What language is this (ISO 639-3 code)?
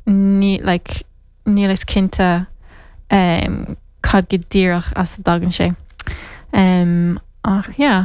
gle